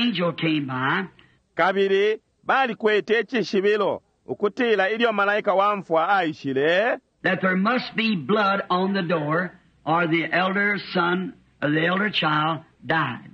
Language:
Bemba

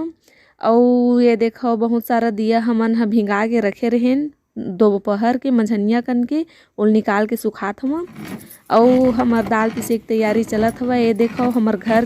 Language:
Chhattisgarhi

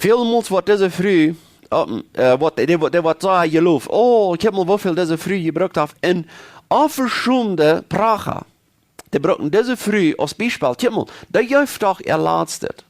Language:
Plautdietsch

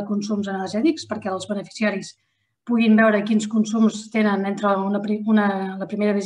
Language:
Catalan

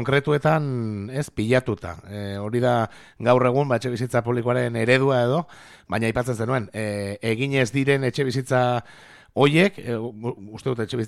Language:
Basque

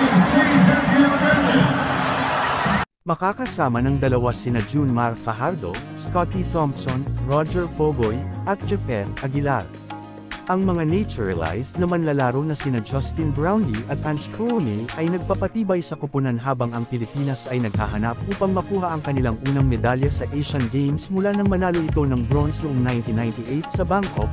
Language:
Filipino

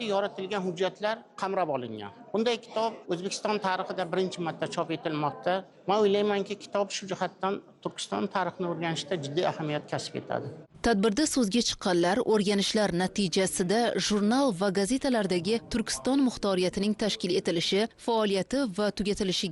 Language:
Uzbek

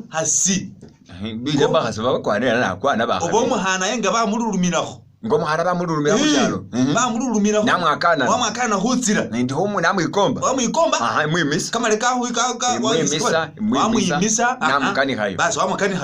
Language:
Masaaba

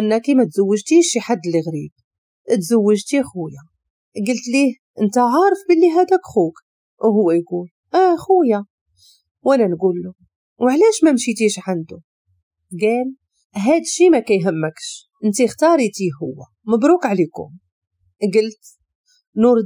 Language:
Moroccan Arabic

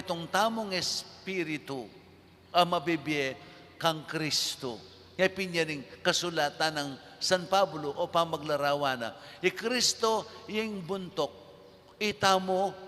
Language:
Pampanga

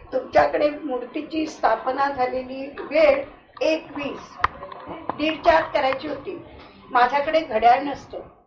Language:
Marathi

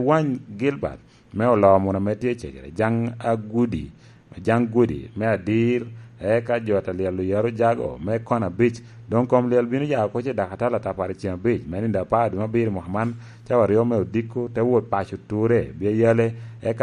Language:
Lango (Uganda)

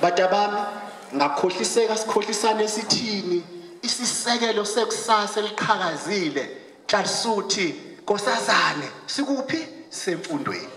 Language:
Zulu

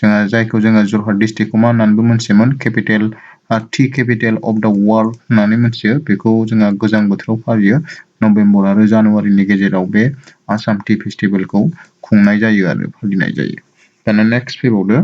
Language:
Bodo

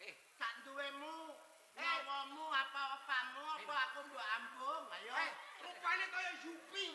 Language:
Javanese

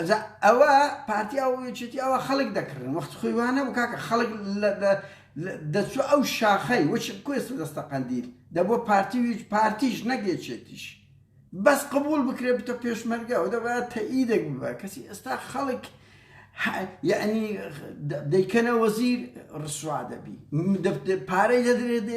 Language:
Central Kurdish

